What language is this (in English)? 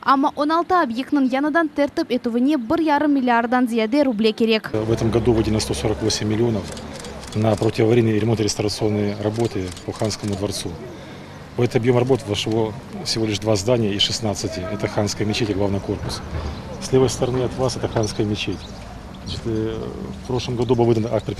Crimean Tatar